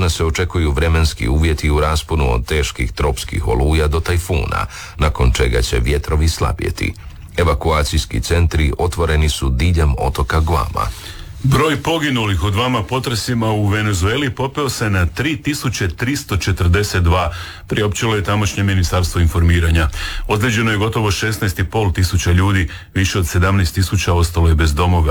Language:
Croatian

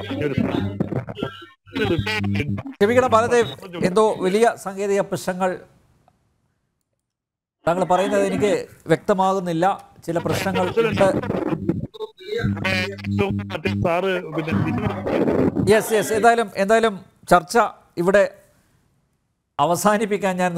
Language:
Malayalam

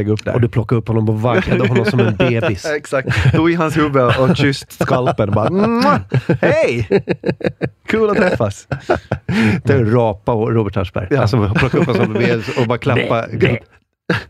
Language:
Swedish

